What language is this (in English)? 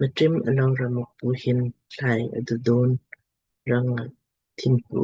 Lamkang